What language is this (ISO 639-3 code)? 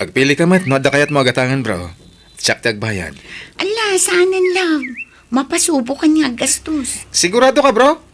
ilo